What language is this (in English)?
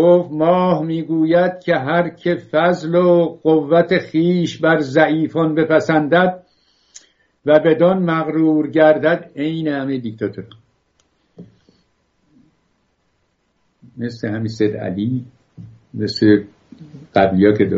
Persian